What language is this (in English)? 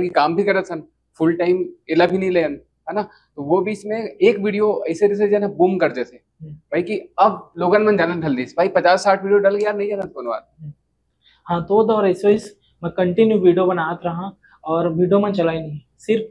Chhattisgarhi